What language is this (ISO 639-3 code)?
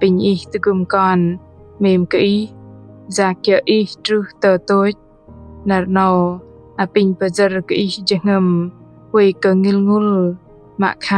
bdq